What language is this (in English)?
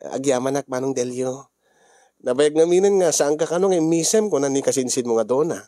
Iloko